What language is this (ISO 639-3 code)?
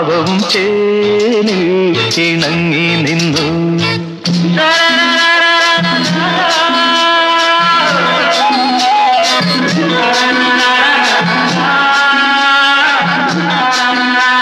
mal